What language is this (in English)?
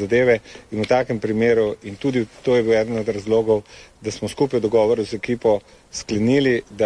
Slovenian